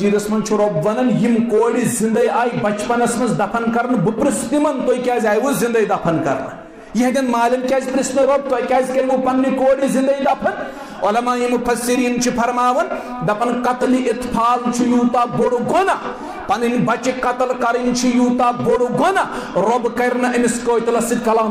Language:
Kashmiri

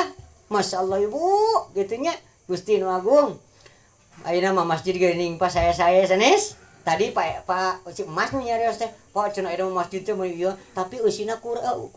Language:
Sundanese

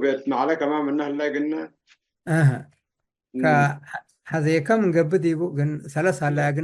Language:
Tigre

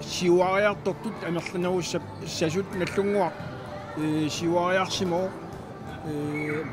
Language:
Kalaallisut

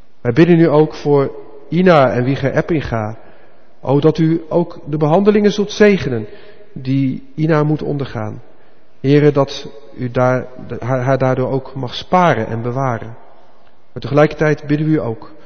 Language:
Dutch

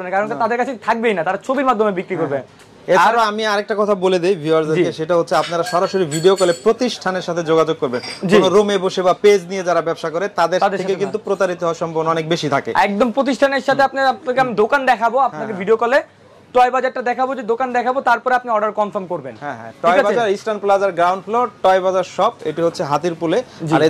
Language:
Bangla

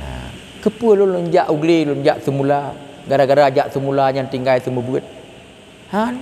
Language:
Achinese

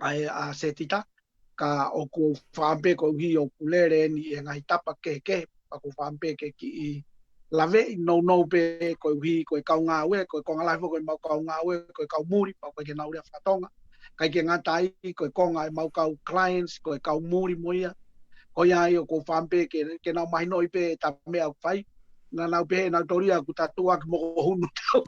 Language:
Tongan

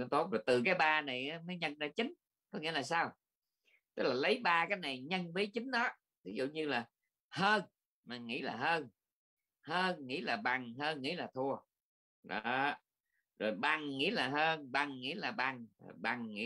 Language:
Vietnamese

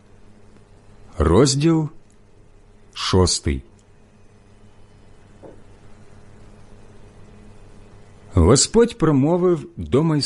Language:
Ukrainian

